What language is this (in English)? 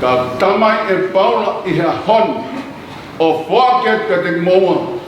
Tongan